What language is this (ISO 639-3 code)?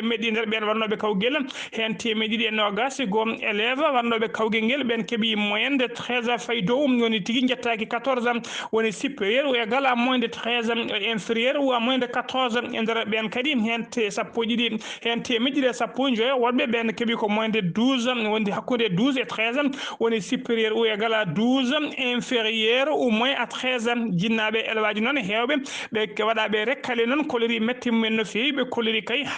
ful